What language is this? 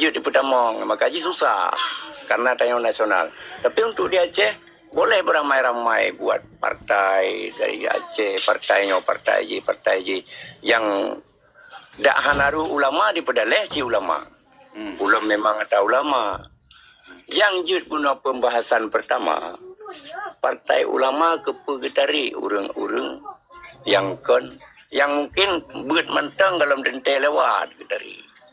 Achinese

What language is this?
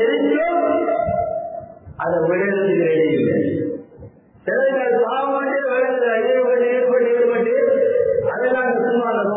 Tamil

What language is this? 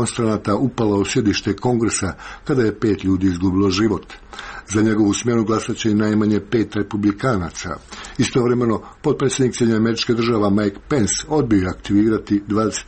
Serbian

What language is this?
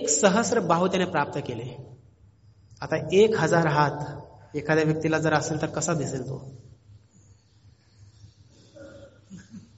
Marathi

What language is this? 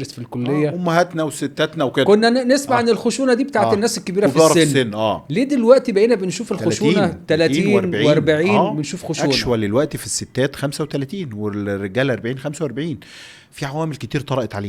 Egyptian Arabic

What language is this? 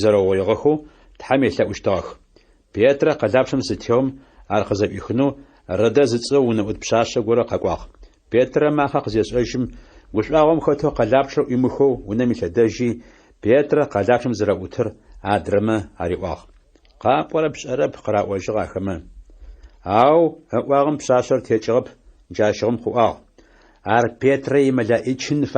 Adyghe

